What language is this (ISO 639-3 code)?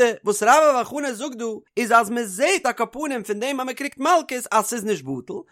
yid